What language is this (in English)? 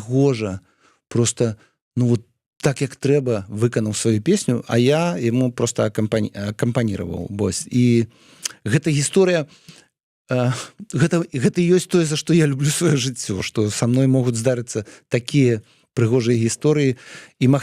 Belarusian